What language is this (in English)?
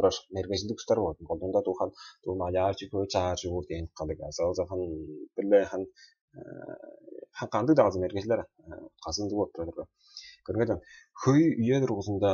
Tuvinian